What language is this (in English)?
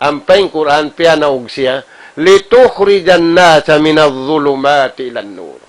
Tausug